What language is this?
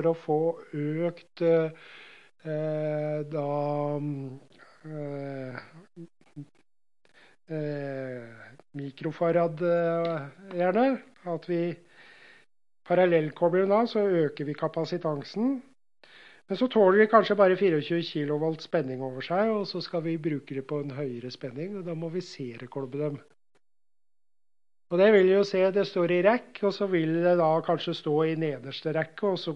Norwegian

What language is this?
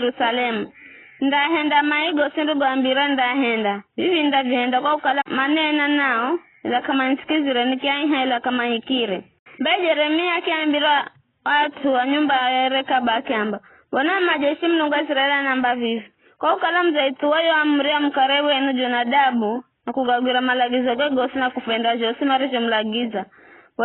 Giryama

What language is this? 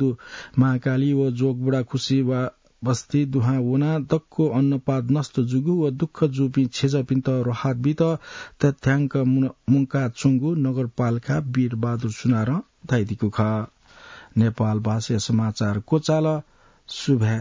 Newari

